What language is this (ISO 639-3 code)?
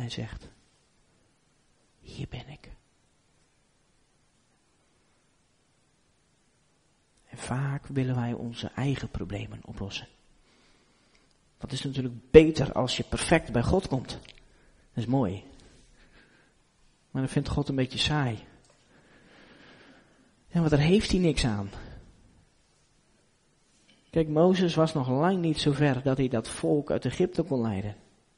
nld